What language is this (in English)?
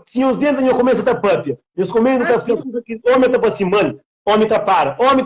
Kabuverdianu